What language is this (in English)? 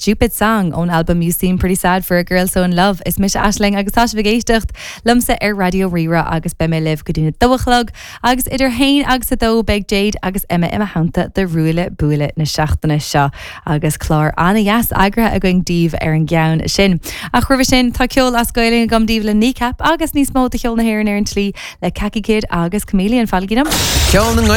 Irish